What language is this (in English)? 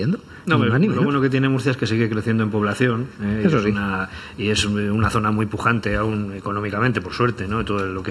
Spanish